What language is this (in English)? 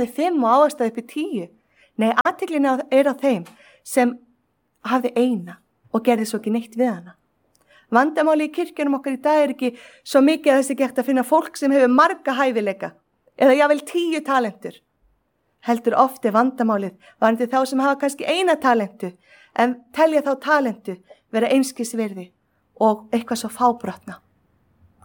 Icelandic